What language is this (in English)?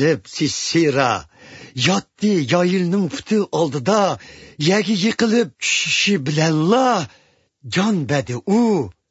Uyghur